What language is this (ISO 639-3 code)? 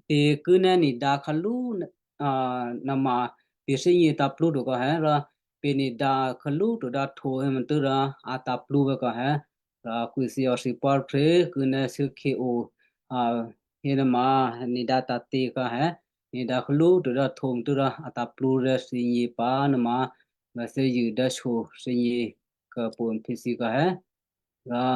kyu